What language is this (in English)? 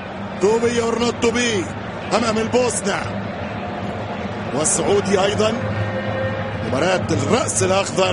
Arabic